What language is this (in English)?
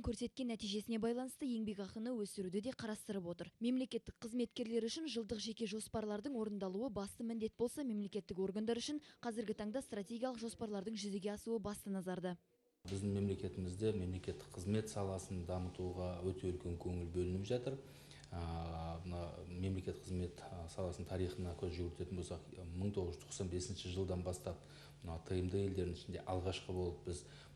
Kazakh